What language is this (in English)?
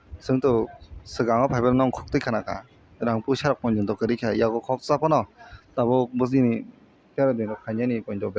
Kok Borok